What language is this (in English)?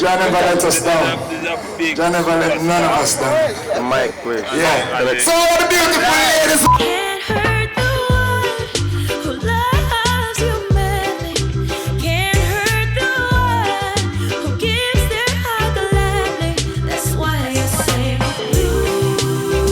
Jamaican Creole English